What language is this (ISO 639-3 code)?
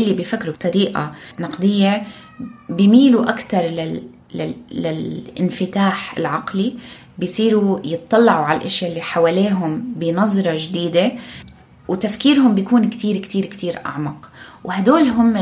apc